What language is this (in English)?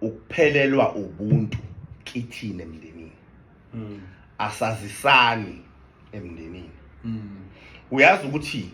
Zulu